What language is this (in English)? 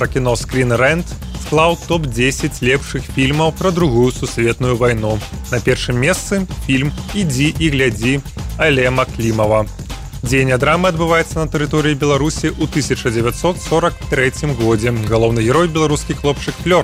Belarusian